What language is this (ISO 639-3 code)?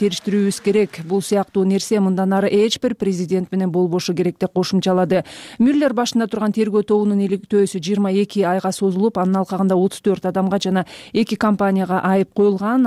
kir